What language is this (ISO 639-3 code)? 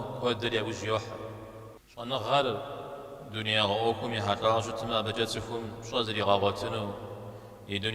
kbd